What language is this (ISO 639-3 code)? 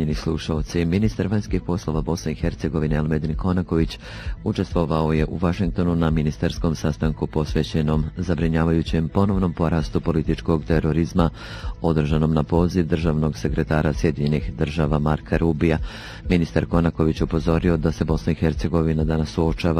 bos